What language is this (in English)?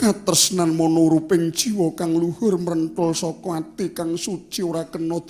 Javanese